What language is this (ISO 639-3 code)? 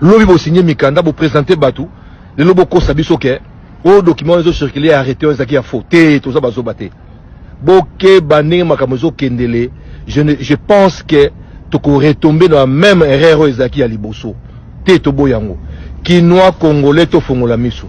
lin